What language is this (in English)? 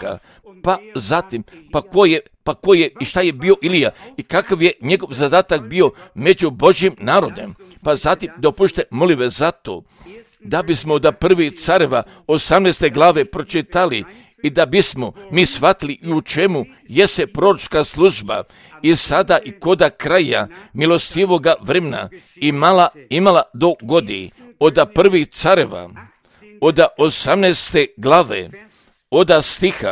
Croatian